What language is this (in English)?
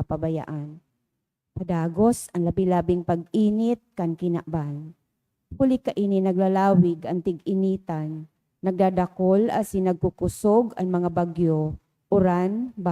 Bikol